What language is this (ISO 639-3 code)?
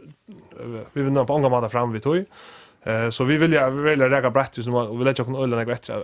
fao